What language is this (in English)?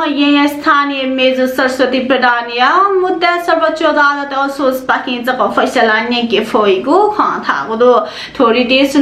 Newari